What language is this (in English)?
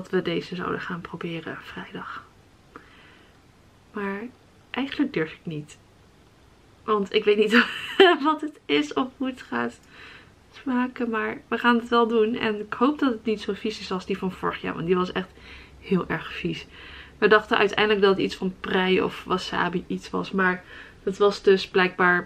Dutch